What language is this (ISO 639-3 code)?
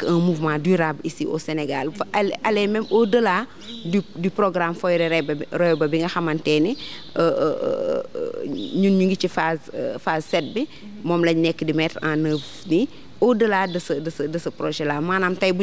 wol